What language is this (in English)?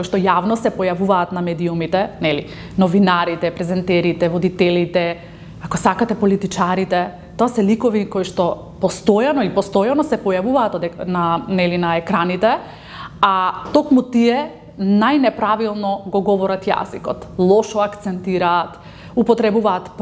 Macedonian